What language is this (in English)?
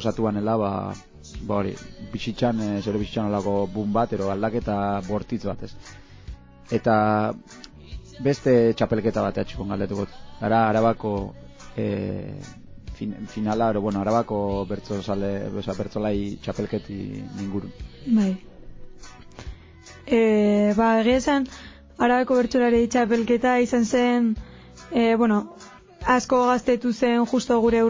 Basque